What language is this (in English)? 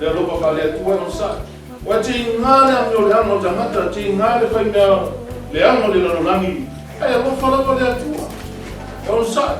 Samoan